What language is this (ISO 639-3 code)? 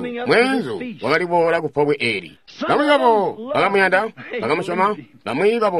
toi